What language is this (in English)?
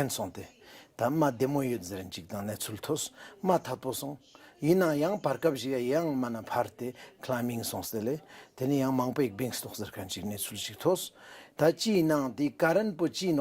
Ladakhi